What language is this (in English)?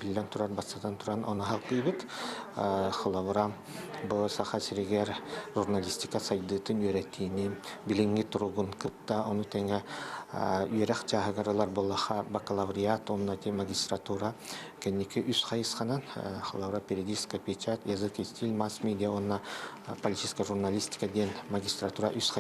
Yakut